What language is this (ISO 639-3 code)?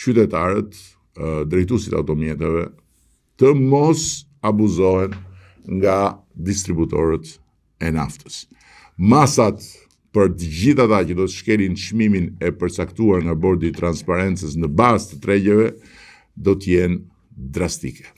sqi